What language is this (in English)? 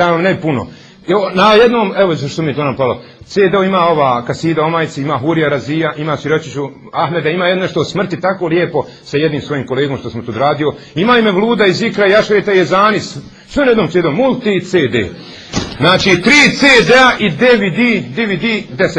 Bosnian